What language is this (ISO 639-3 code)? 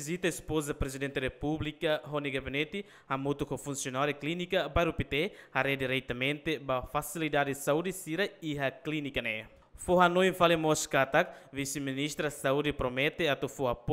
tet